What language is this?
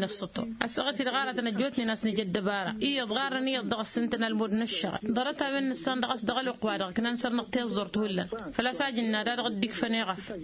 Tamasheq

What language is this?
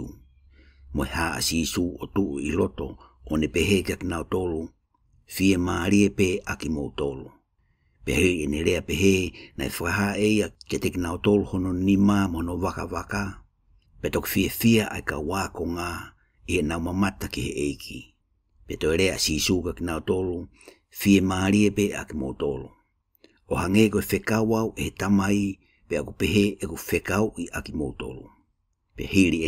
Tongan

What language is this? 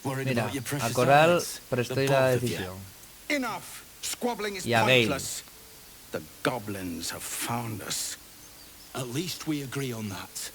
Asturian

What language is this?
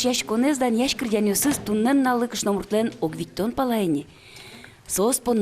Udmurt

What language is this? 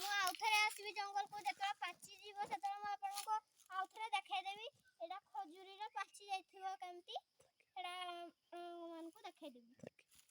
Odia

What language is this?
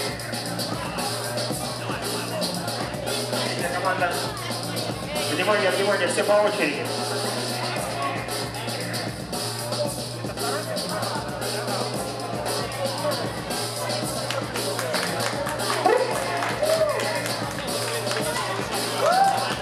Russian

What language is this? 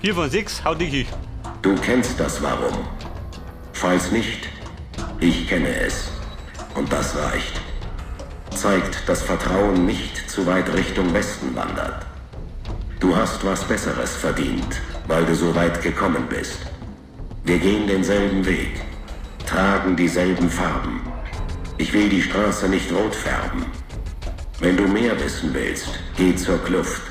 Bavarian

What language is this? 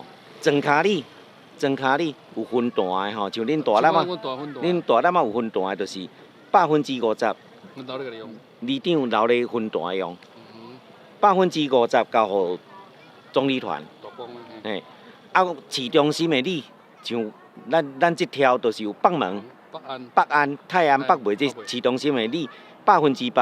Min Nan Chinese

